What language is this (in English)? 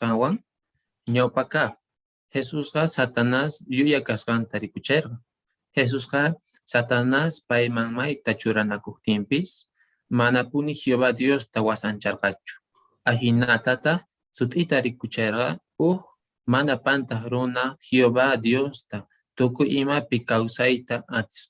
Quechua